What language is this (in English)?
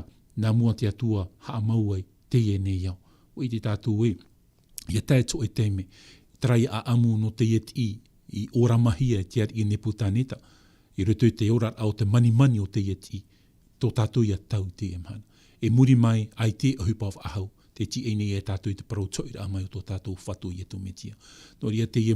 Tahitian